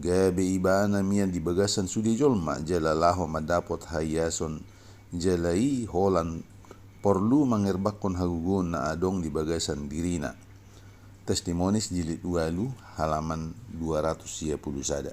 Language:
Batak Toba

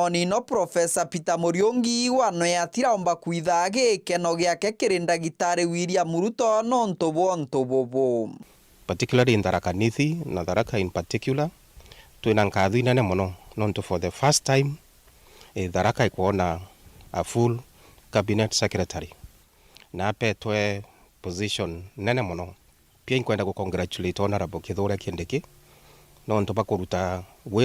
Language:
Meru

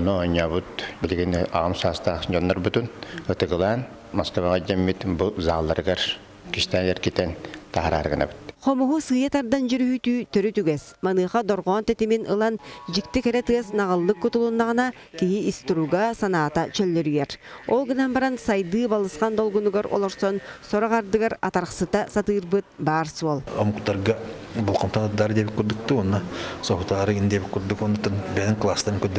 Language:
Yakut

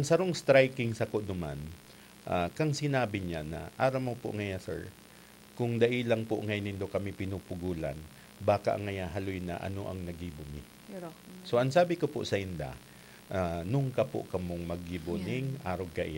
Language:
Bikol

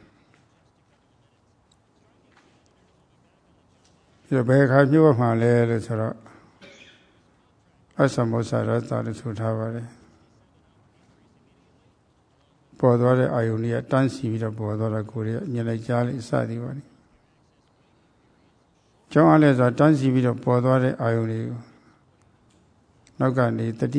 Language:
Burmese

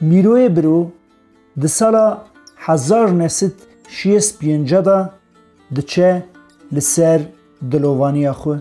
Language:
Kurdish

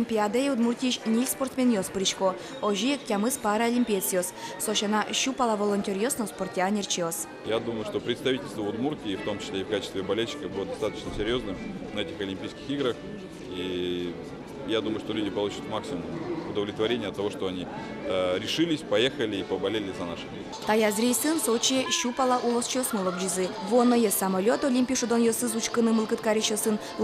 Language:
Udmurt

